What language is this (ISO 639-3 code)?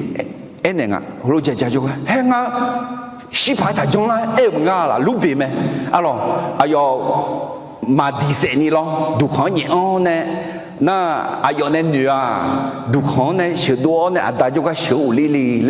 ahk